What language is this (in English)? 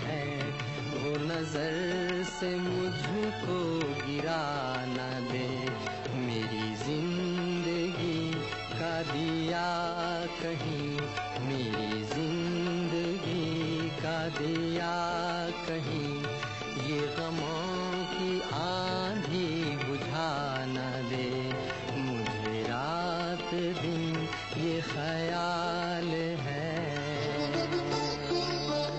Hindi